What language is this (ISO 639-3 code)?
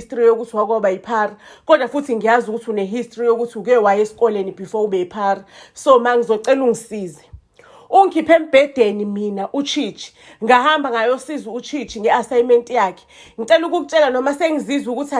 zul